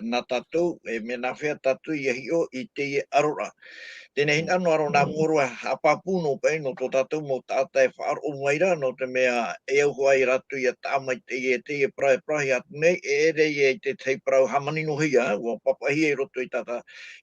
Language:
Tahitian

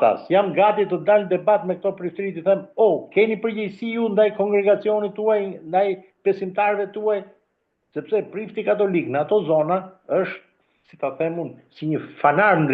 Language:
Albanian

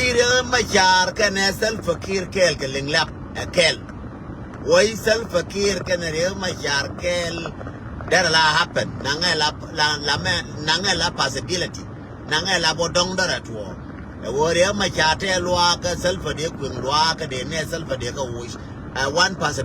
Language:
Nuer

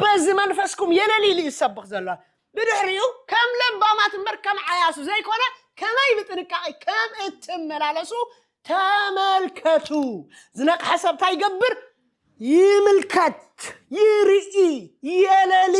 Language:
Tigrinya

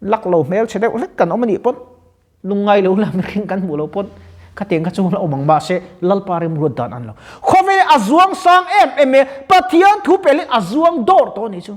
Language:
Mizo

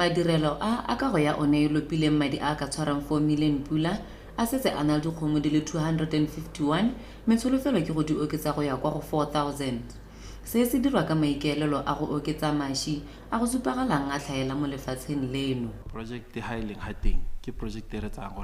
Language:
Tswana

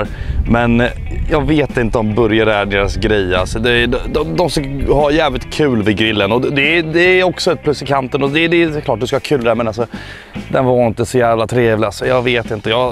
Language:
Swedish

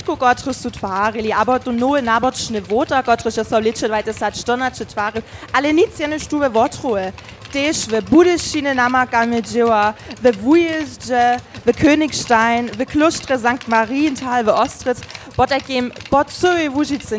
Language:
Upper Sorbian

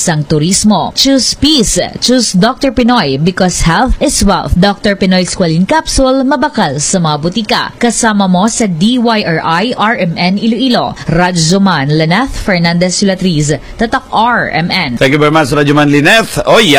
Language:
Hiligaynon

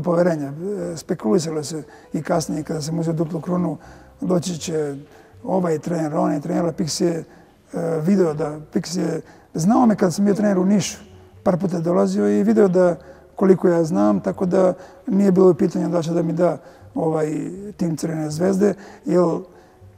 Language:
Serbian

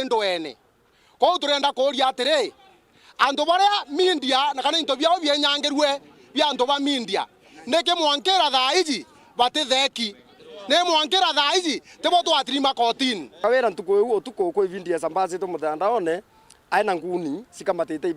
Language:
Meru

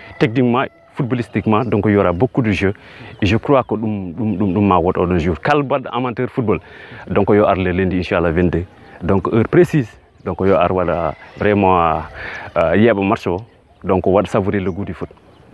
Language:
Fula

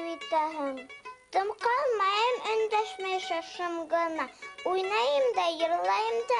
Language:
Bashkir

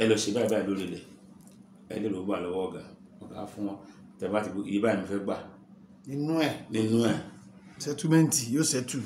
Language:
Yoruba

